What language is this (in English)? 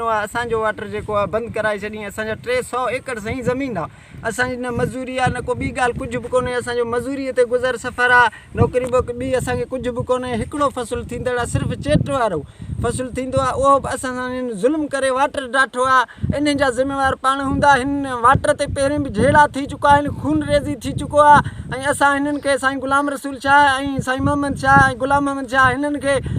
Sindhi